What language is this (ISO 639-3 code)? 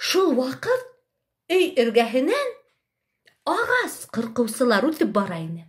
bak